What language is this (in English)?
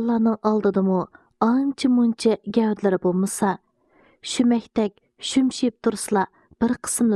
Uyghur